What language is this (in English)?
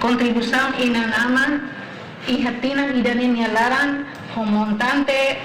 Tetum